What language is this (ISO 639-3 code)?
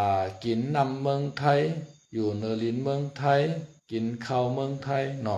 shn